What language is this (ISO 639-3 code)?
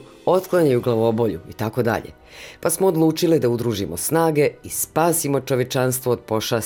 bos